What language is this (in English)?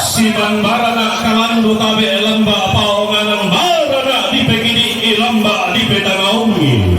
Toraja-Sa'dan